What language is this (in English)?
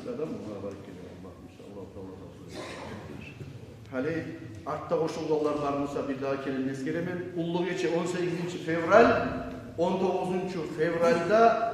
Kumyk